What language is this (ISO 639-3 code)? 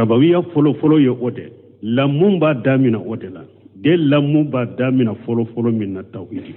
bam